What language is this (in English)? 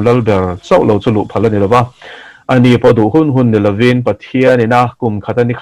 Mizo